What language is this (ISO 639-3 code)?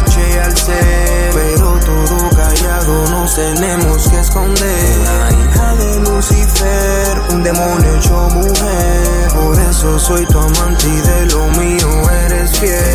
spa